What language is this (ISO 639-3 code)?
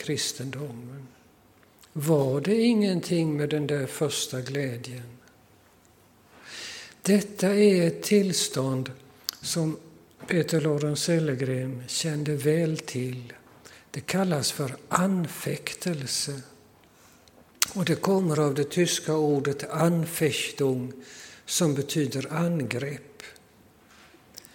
swe